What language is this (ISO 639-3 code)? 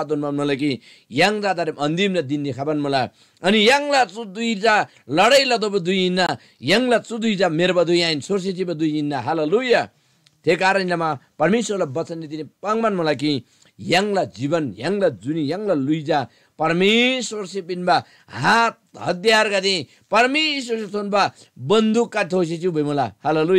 taj